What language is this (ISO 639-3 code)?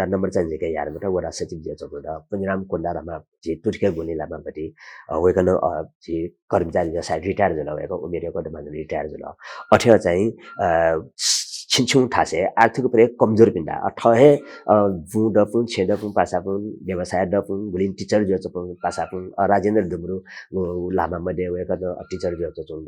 new